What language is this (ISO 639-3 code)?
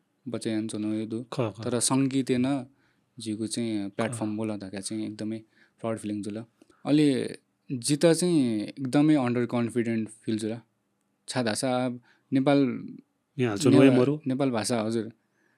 new